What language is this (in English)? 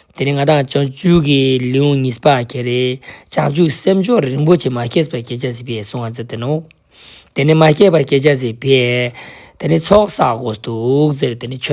Ladakhi